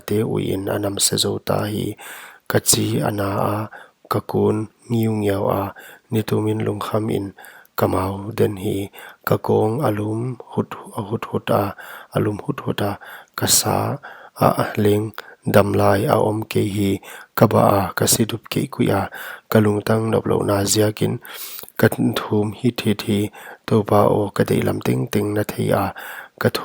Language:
Paite Chin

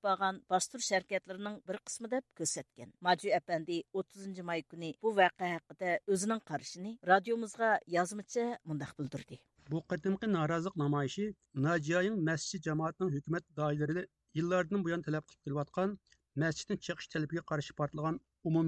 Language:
Uyghur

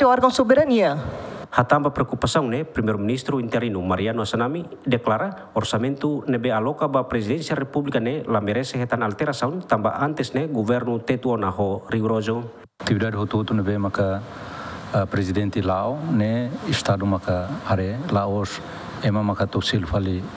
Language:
Tetum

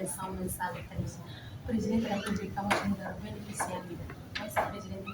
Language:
Tetum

